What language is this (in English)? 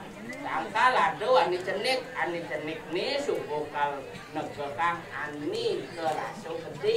Balinese